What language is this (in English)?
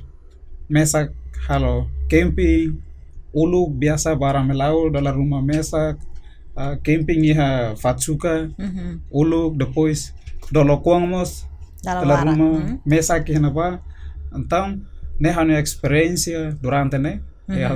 Tetum